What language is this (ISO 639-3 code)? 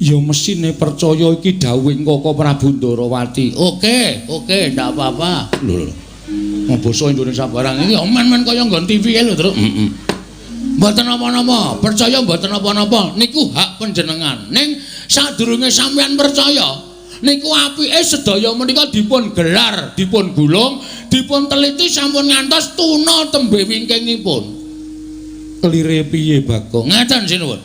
jav